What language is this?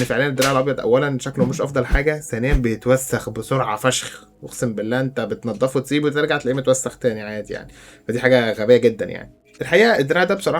Egyptian Arabic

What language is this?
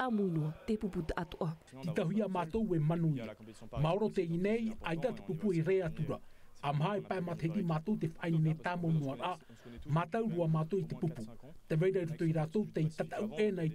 Tahitian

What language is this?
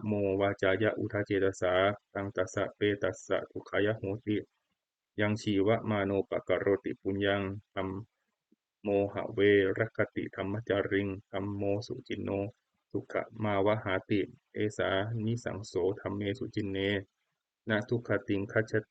Pali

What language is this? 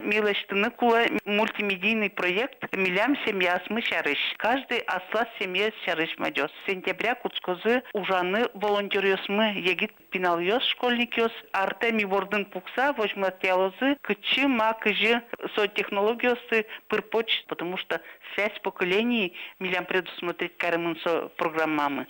Udmurt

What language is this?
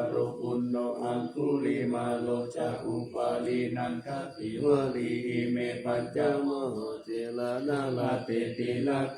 Pali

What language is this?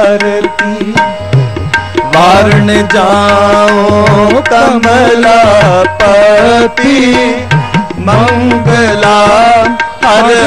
Punjabi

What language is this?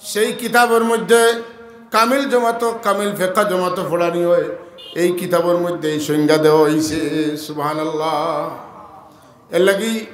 Sylheti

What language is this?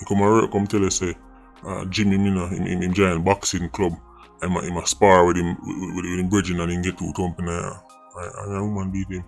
Jamaican Creole English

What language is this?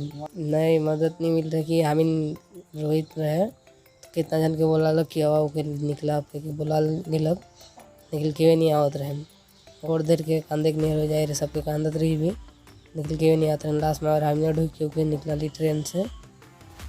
Sadri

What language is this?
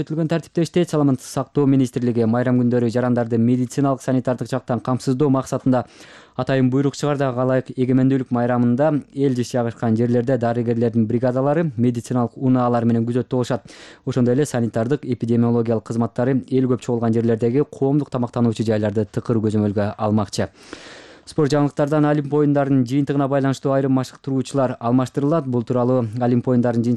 Kyrgyz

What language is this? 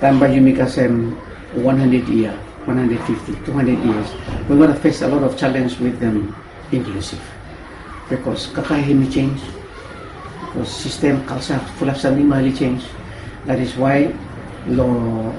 Bislama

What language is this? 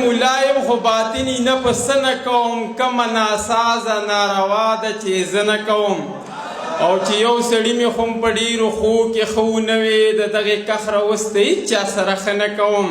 Pashto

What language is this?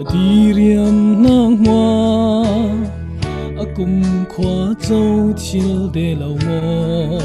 Falam Chin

